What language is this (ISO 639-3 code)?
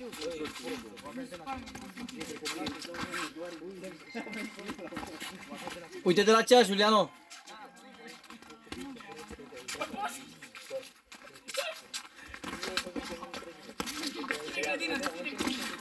ron